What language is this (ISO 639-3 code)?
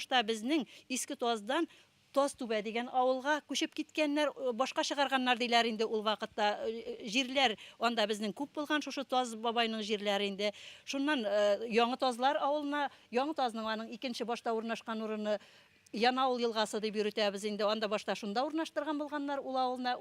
bak